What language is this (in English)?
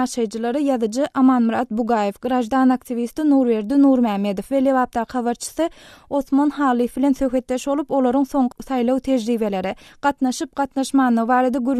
Turkmen